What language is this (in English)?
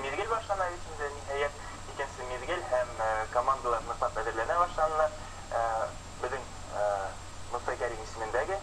Bashkir